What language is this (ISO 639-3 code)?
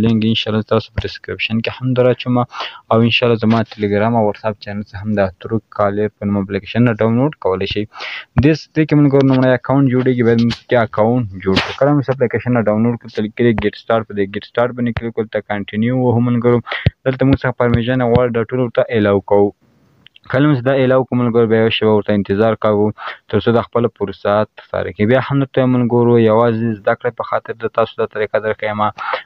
pus